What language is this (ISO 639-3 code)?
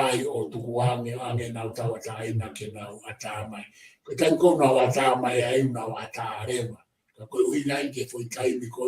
ton